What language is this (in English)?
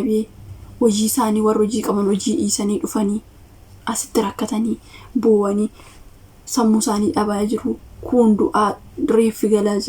Oromo